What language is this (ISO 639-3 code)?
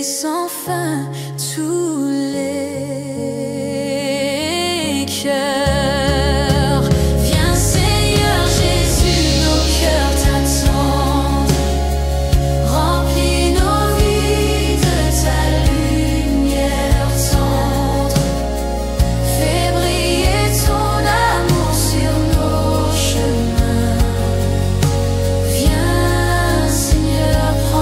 fra